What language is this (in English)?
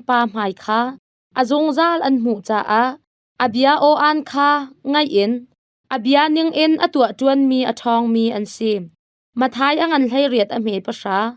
Hakha Chin